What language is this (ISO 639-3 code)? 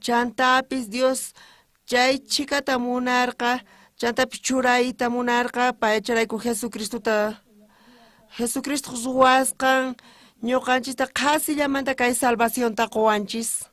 quh